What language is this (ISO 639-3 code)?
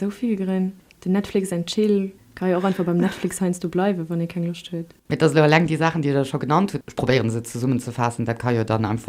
ltz